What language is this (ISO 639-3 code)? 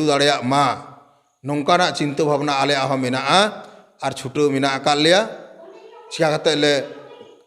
sat